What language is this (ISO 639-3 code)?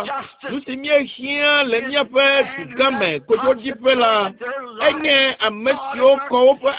ewe